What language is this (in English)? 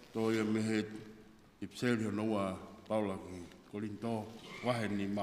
Tongan